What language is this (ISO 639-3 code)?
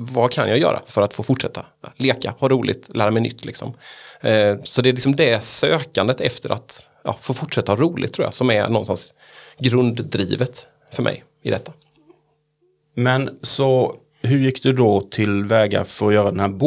swe